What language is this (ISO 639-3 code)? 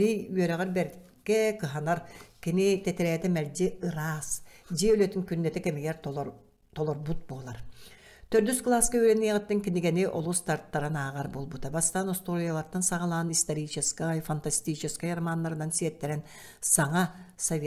sah